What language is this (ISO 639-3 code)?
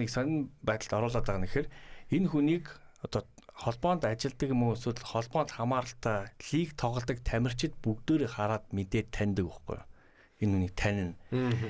mon